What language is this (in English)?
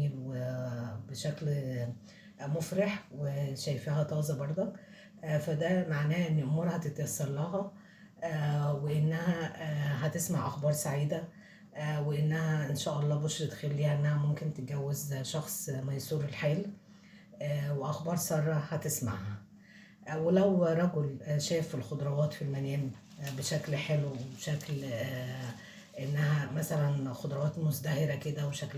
Egyptian Arabic